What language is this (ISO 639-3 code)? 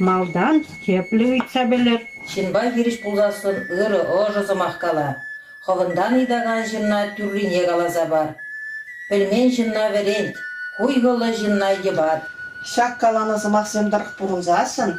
chv